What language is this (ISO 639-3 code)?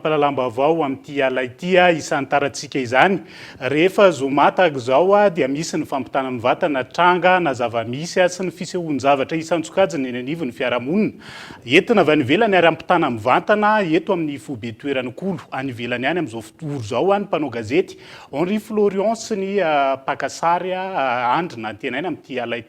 mlg